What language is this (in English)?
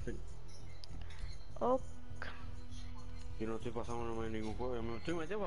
Spanish